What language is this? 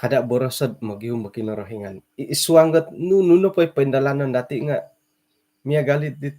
Central Dusun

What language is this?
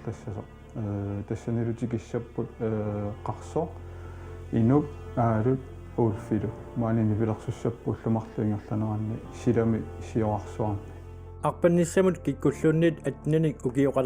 Kalaallisut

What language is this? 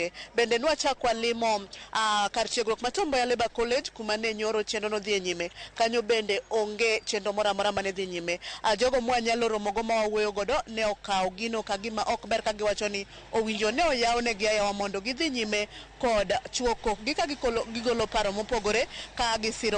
Luo (Kenya and Tanzania)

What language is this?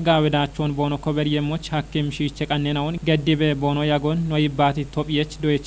Kafa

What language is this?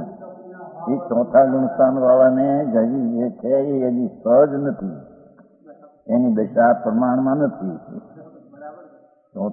Gujarati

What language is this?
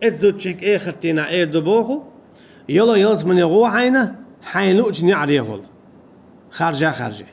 Chechen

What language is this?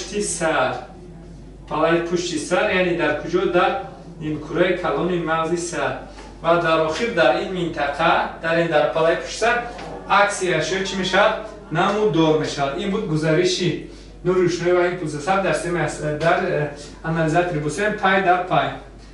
Tajik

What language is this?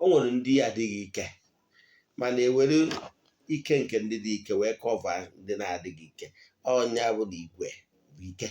Igbo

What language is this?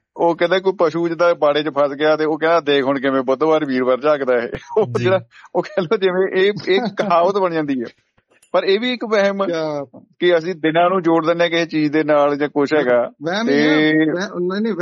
Punjabi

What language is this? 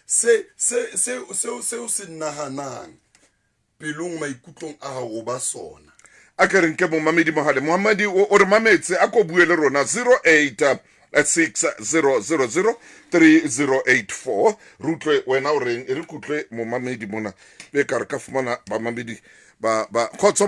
Southern Sotho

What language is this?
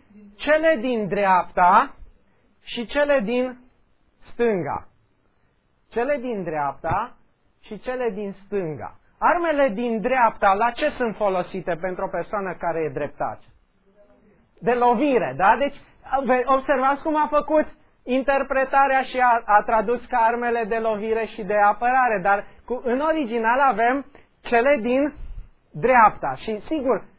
Romanian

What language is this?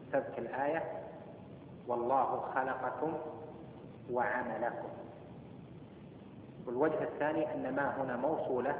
Arabic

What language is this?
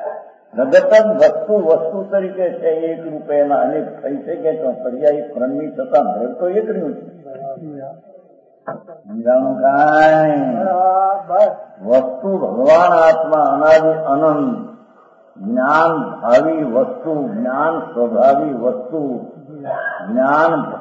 Gujarati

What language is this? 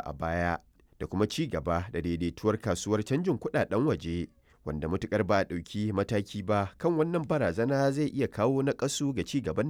Hausa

